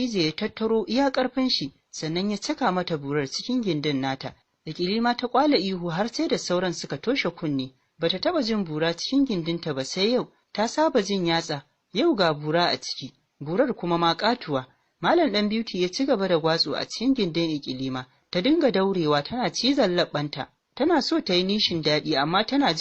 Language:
Hausa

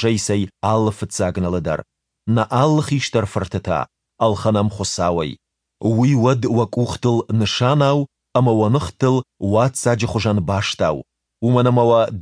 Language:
Ossetic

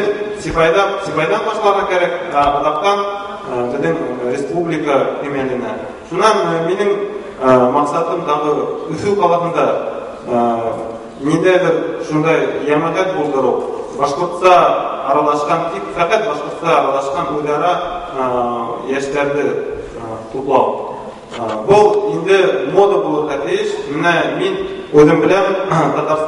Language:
Bashkir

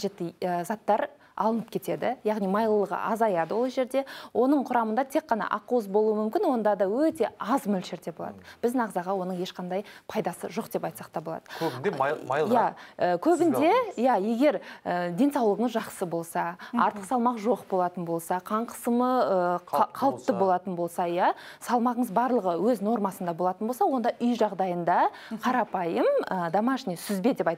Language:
Kazakh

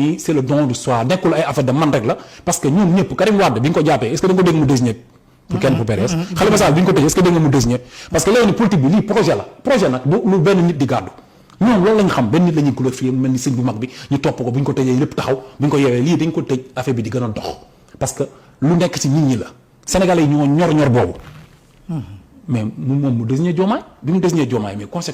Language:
Wolof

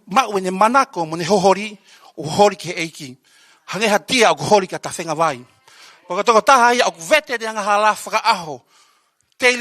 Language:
Tongan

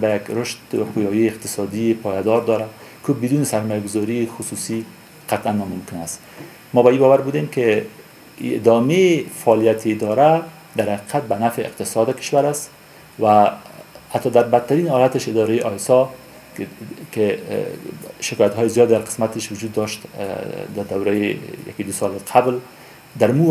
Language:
Persian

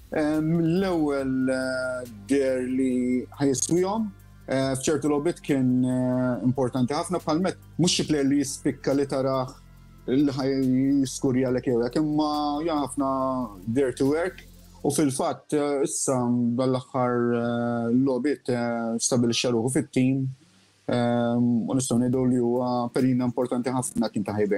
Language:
Maltese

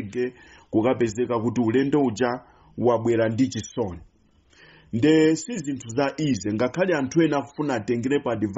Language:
Nyanja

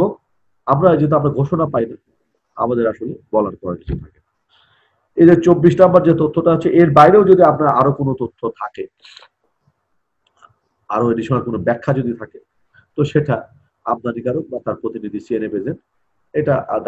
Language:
Bangla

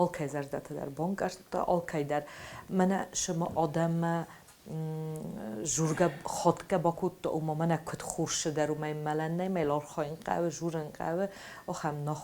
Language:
Ossetic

